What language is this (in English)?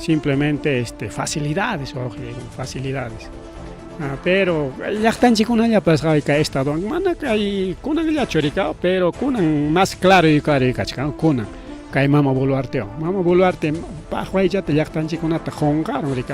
Ayacucho Quechua